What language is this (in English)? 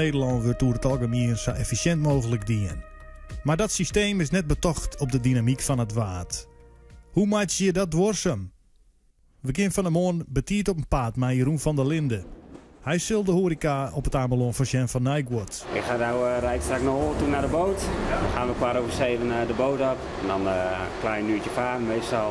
Western Frisian